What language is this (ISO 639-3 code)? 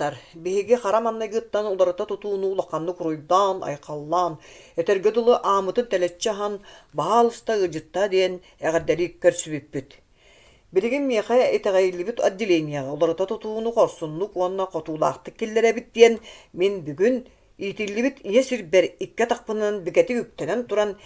sah